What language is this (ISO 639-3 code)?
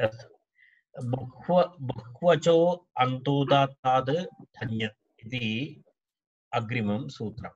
san